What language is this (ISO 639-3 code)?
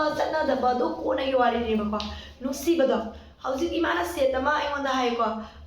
mni